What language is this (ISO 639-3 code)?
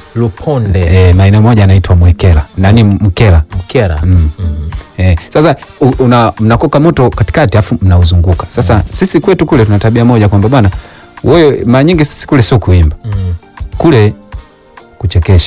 swa